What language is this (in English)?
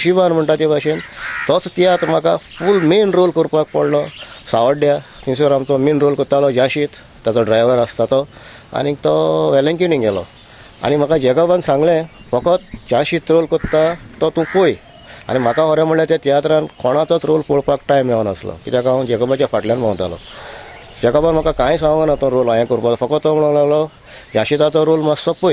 Konkani